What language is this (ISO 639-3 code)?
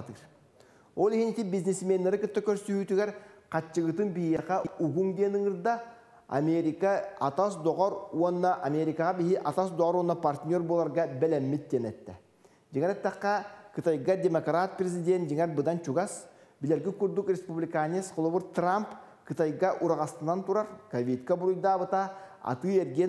sah